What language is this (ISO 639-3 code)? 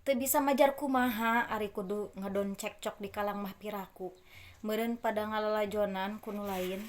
sun